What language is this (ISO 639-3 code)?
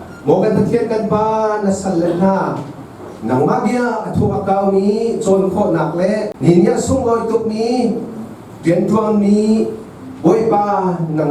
cnh